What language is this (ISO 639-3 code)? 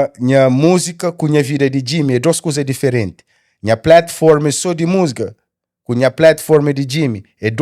kea